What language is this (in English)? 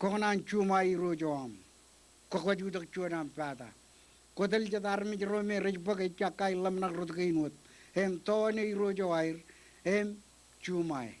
Marshallese